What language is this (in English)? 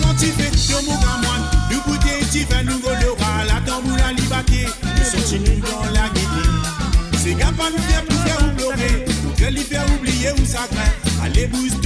Morisyen